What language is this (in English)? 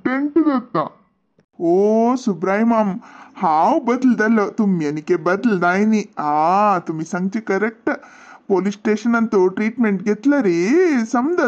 Konkani